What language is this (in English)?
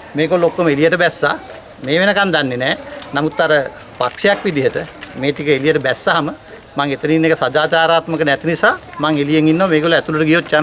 Sinhala